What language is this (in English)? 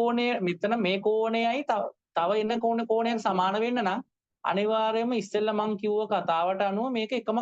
Sinhala